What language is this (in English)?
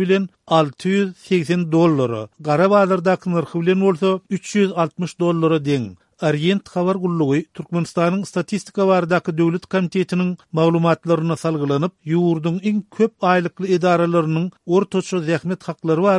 Turkmen